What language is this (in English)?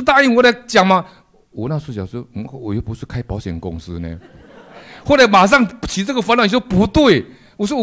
Chinese